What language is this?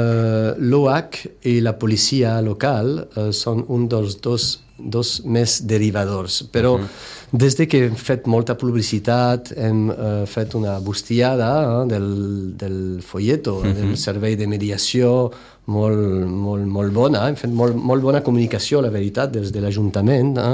Catalan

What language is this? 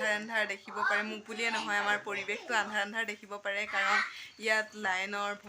Assamese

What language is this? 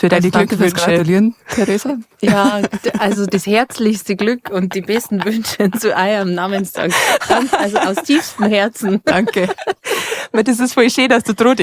Bavarian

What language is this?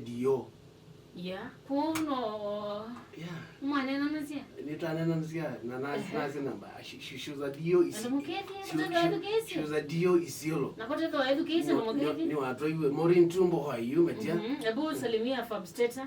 Kamba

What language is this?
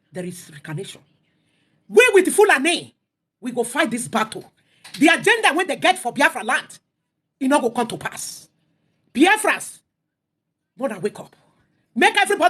Nigerian Pidgin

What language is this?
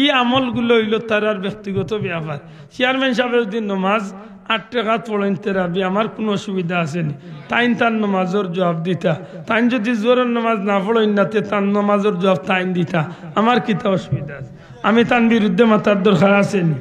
Sylheti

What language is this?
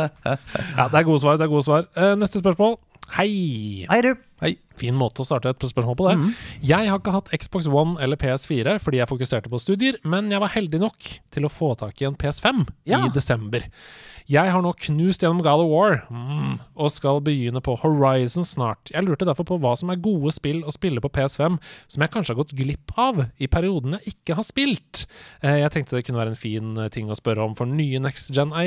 Norwegian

